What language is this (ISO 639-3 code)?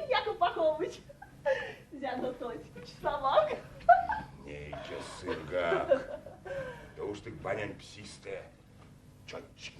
myv